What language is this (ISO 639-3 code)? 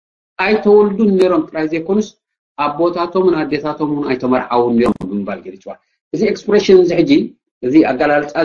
tir